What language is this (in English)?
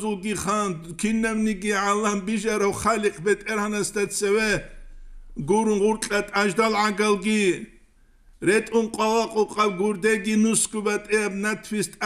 Avaric